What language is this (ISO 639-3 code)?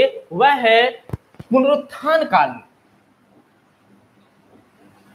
hin